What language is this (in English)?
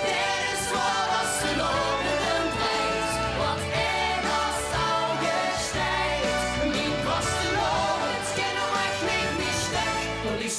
Limburgish